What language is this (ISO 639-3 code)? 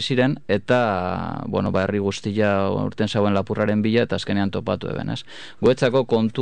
eus